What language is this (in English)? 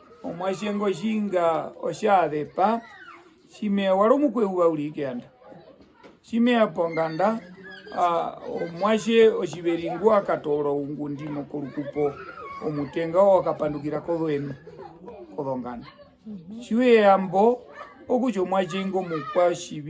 Herero